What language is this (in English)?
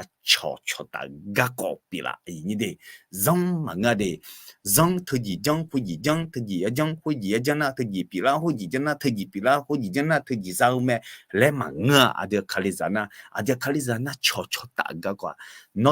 Akha